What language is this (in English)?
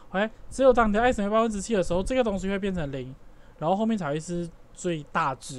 Chinese